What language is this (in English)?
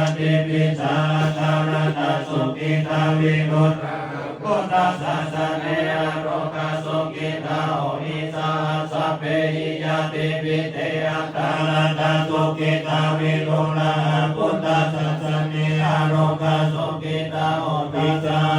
Pali